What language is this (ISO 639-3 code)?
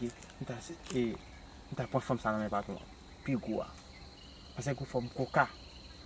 hat